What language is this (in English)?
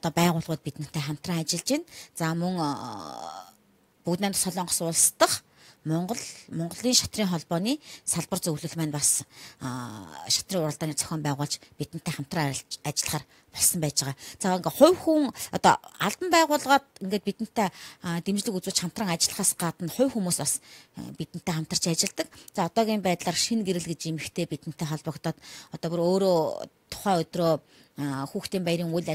Mongolian